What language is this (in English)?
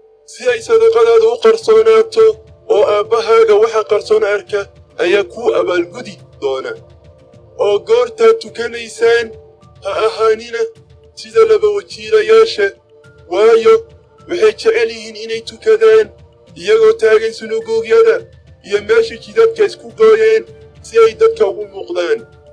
Somali